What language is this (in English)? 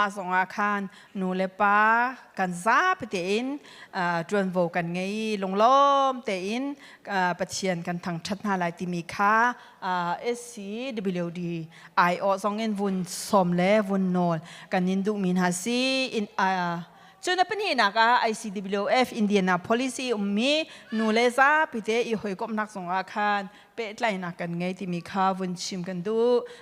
Hakha Chin